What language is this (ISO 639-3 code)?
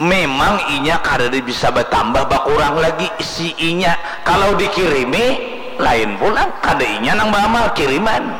bjn